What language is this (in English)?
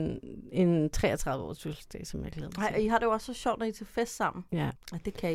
Danish